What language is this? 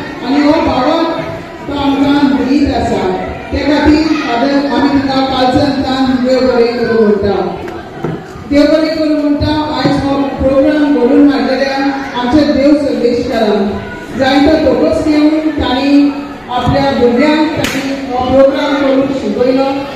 Konkani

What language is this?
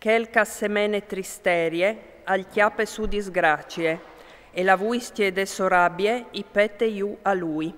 Friulian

